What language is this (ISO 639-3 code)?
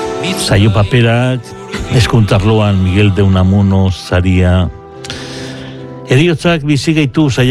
eus